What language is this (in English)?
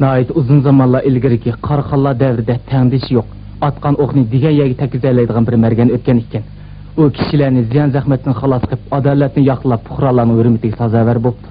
Uyghur